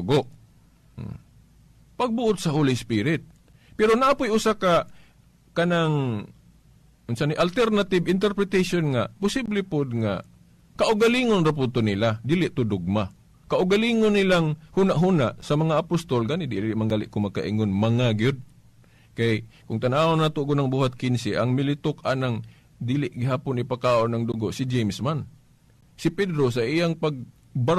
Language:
Cebuano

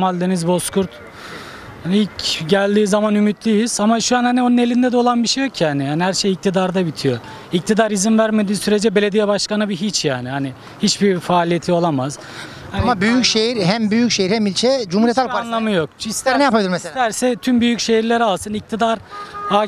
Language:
Turkish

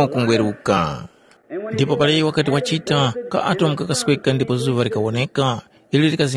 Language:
Tumbuka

